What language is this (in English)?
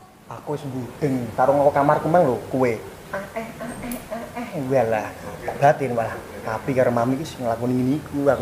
Javanese